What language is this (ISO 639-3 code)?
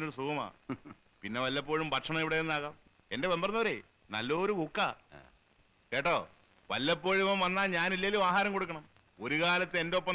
mal